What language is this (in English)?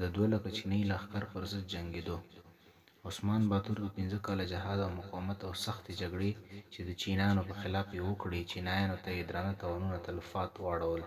Pashto